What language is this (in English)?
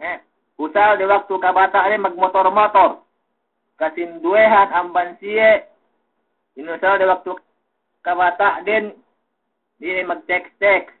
Yakan